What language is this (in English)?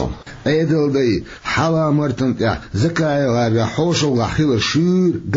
Chechen